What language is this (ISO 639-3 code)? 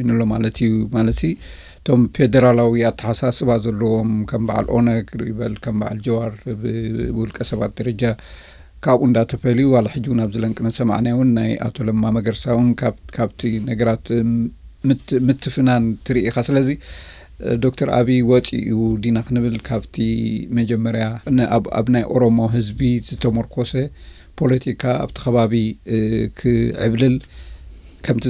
tir